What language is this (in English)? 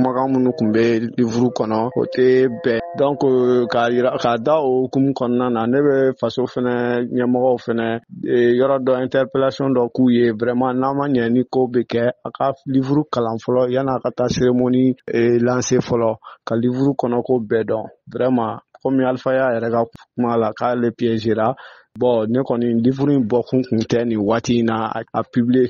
Bambara